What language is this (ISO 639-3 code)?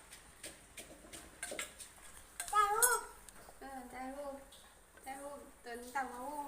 lao